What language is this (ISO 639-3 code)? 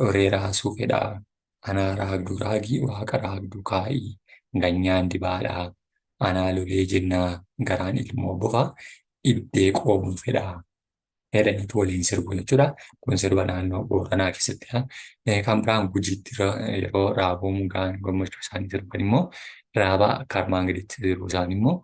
orm